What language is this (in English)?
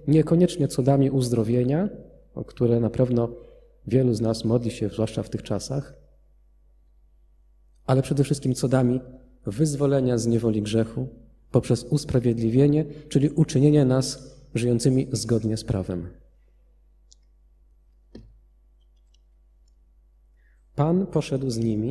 Polish